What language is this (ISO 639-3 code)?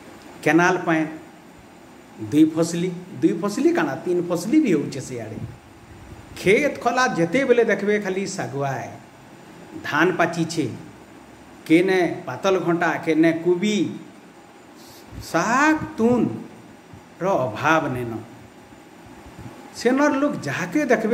spv